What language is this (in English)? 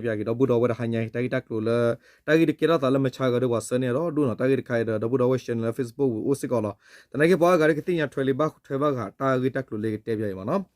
S'gaw Karen